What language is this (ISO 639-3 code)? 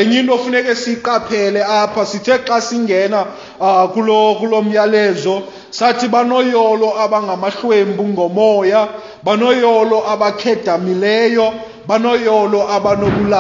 xho